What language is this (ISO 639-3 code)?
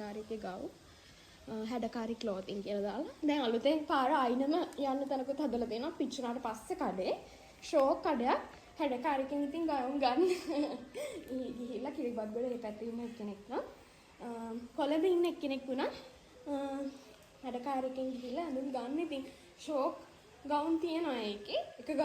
sin